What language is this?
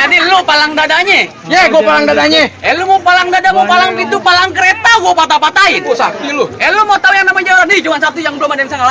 Betawi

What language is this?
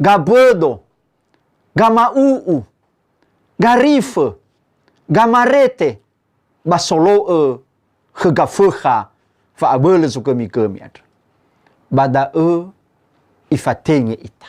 Nias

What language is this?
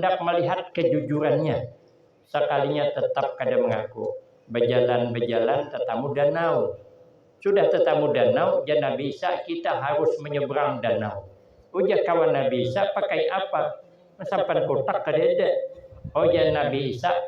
Banjar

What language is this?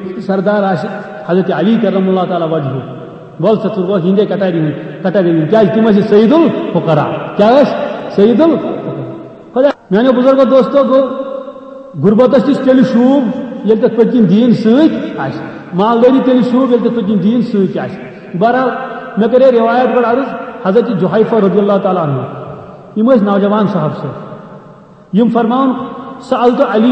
Kashmiri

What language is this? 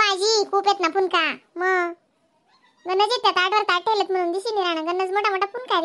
Khandesi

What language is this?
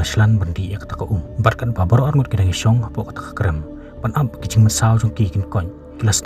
Khasi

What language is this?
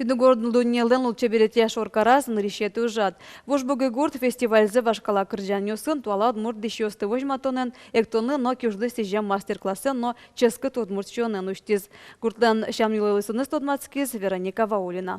Udmurt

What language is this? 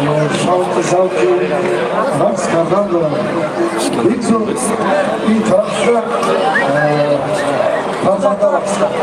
Tajik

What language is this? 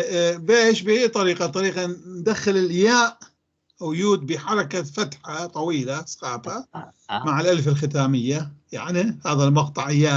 North Levantine Arabic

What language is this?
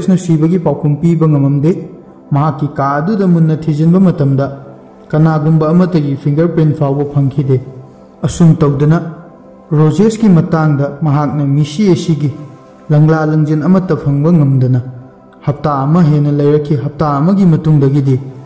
Manipuri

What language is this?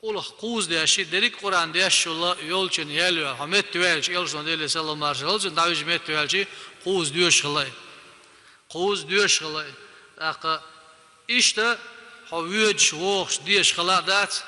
Chechen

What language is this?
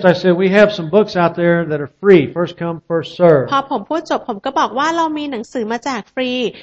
Thai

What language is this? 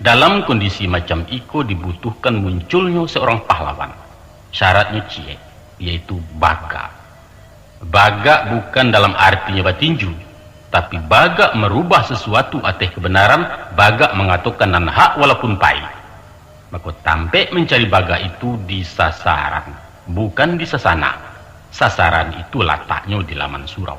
Minangkabau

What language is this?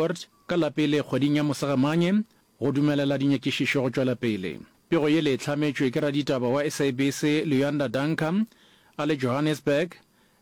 Northern Sotho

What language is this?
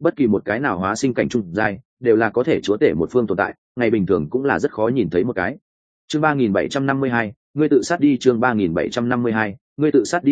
Vietnamese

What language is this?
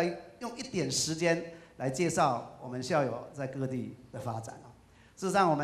Chinese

